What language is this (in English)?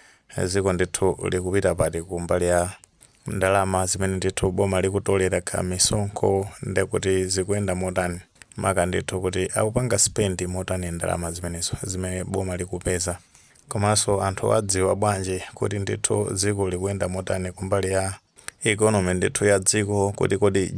Nyanja